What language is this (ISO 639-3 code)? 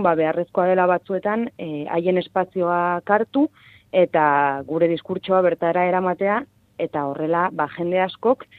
eus